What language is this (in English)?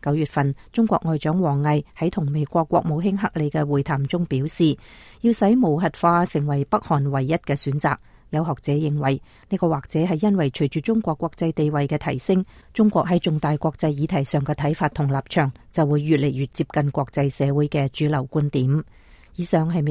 Cantonese